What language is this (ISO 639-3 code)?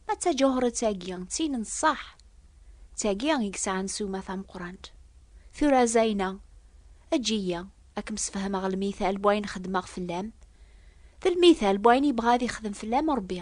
kab